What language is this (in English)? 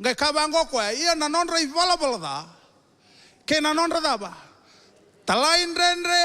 Fijian